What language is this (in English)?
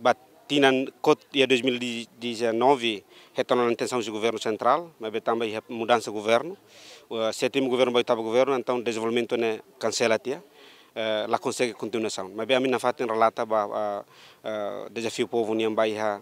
Tetum